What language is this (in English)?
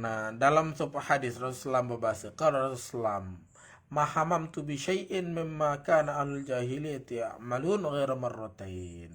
Sasak